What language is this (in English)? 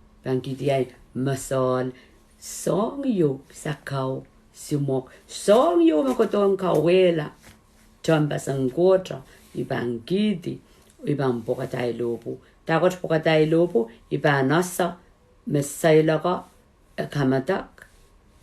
Pohnpeian